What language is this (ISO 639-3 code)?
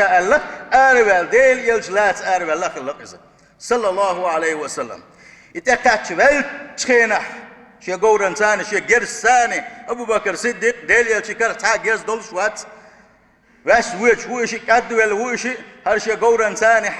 che